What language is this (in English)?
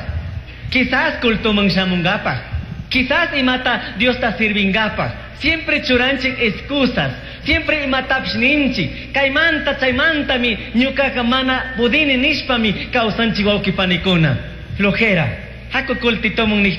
Chimborazo Highland Quichua